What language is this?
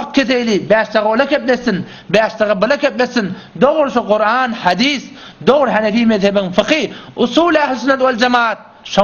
Turkmen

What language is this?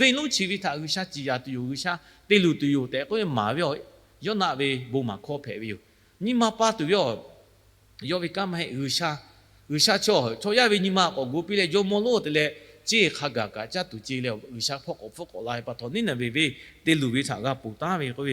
Lahu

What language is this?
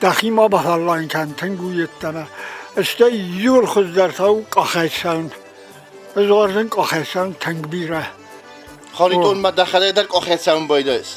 Ossetic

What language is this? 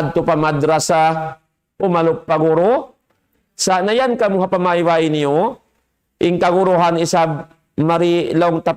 Tausug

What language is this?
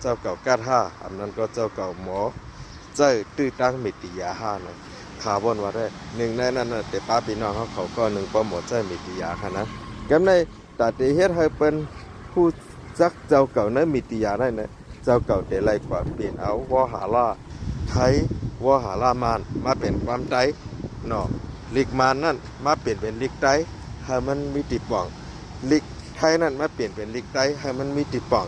Shan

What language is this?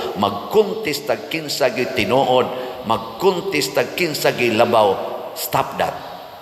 Cebuano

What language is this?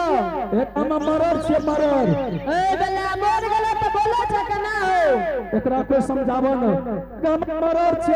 Angika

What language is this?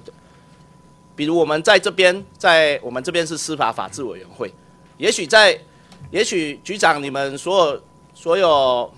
Chinese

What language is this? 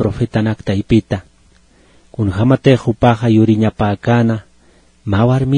Aymara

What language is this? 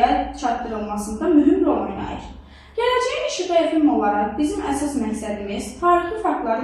Azerbaijani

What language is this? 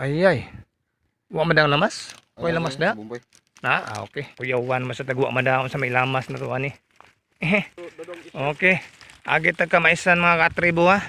Cebuano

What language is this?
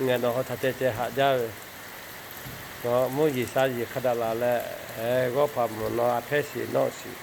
Lahu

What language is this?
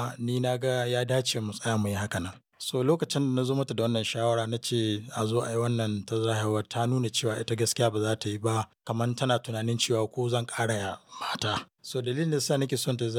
Hausa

